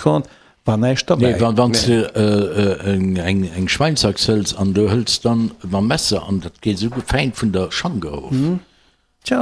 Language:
Luxembourgish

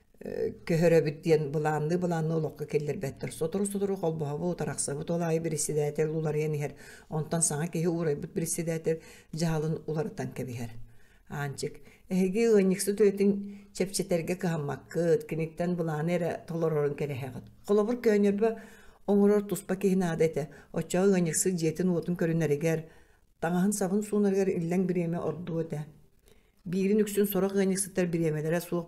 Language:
Yakut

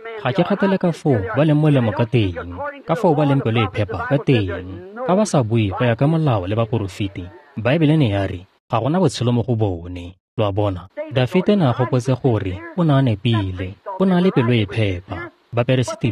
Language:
Tswana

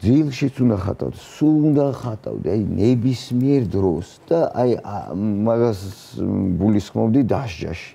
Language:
Georgian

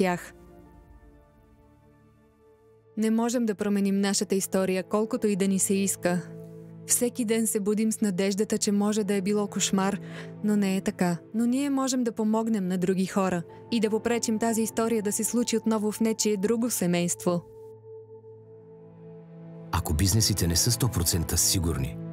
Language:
Bulgarian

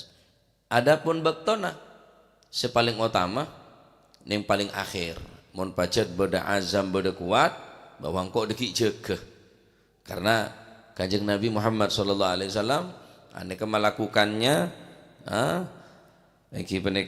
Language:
Madurese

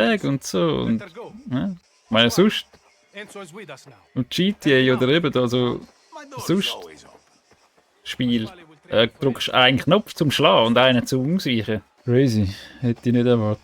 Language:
Swiss German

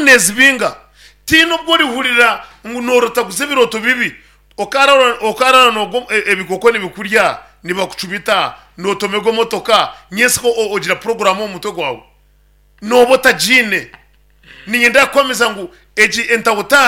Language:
Nyankole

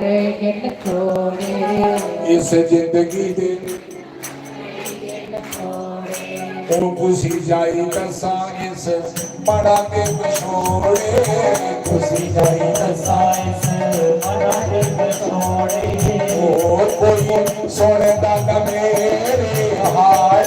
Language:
Dogri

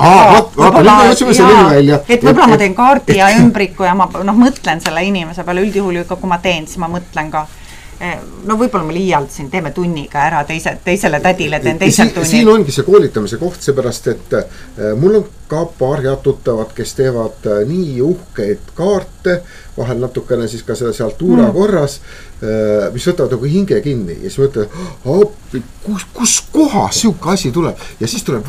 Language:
Estonian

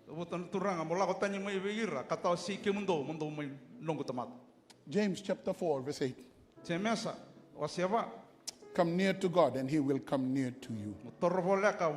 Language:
Fijian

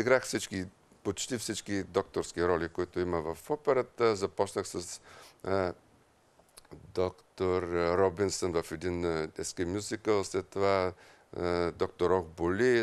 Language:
Bulgarian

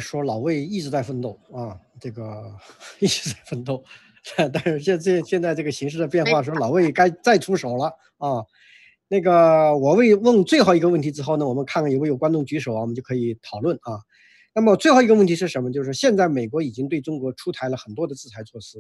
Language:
Chinese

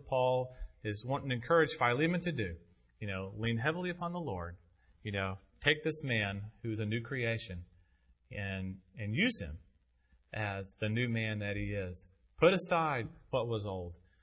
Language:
English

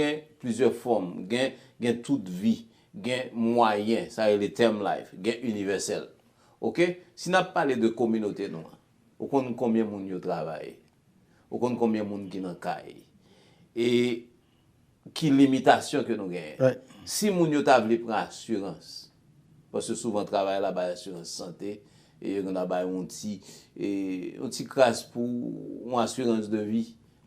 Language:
Haitian Creole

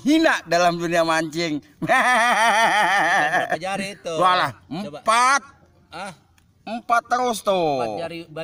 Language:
Betawi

